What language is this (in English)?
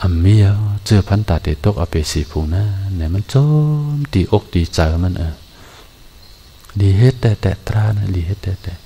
Shan